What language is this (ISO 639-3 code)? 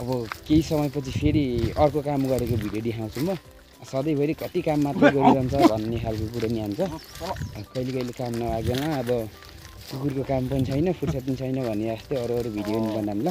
nep